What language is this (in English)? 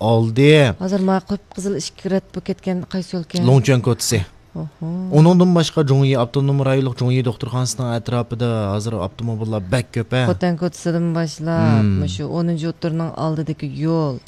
Uyghur